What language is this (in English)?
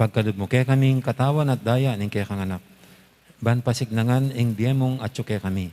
Pampanga